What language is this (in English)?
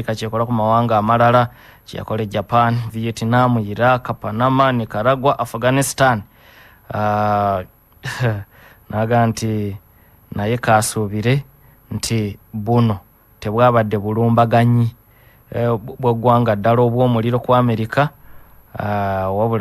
Ganda